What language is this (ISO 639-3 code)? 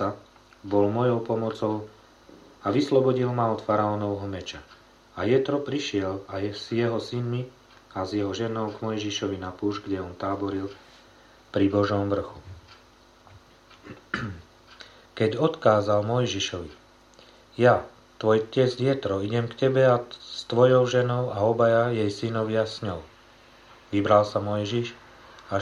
slk